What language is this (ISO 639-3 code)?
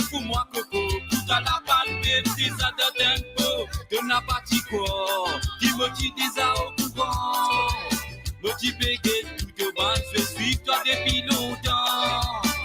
mfe